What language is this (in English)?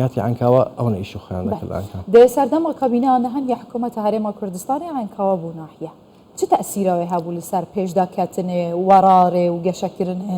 Central Kurdish